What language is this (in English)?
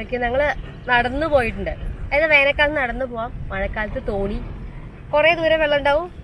Malayalam